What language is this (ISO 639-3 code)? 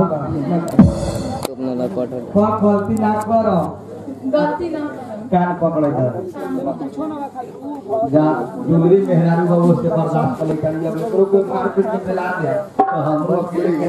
bho